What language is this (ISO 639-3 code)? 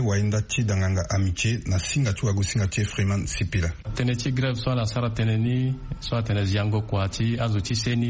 sag